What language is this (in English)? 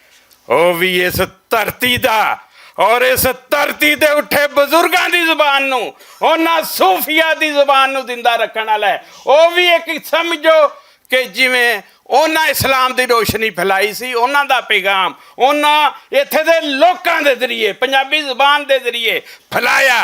Western Panjabi